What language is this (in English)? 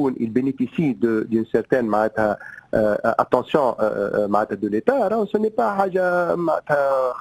Tunisian Arabic